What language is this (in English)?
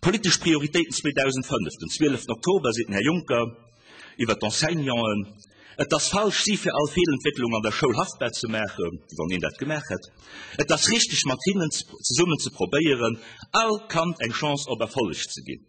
Luxembourgish